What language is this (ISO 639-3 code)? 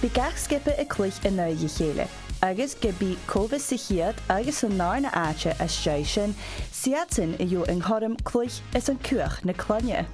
gla